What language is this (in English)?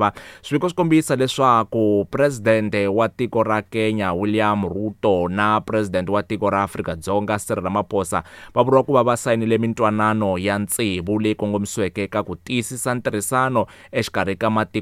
Tsonga